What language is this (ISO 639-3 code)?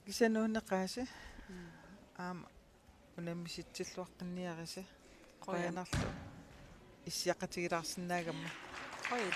kal